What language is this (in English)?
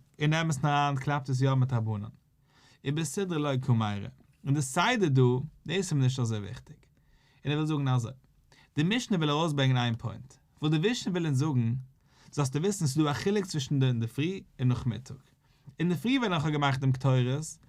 Yiddish